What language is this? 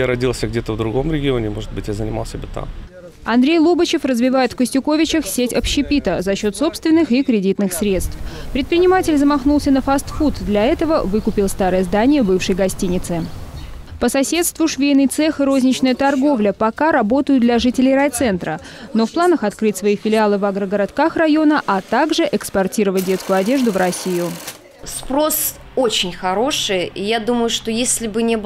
Russian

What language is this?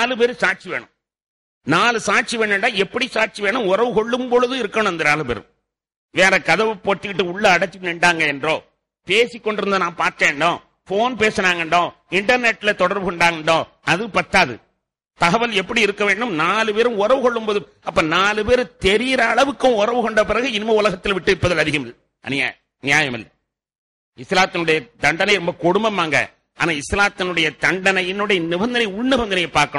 Tamil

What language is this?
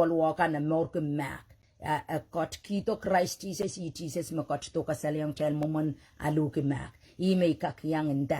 Pohnpeian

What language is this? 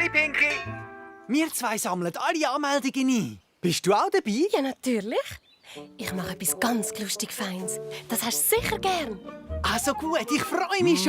Swiss German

